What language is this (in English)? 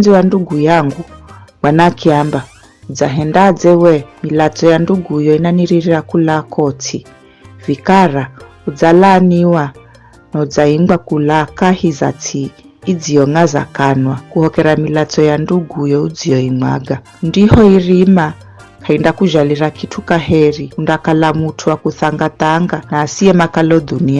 Giryama